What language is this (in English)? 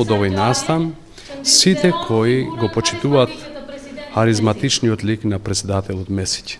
Macedonian